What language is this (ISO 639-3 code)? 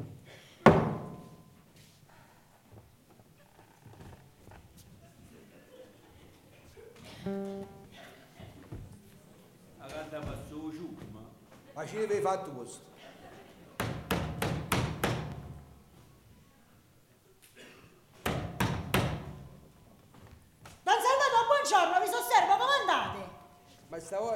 ita